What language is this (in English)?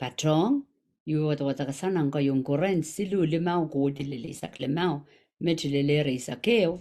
Pohnpeian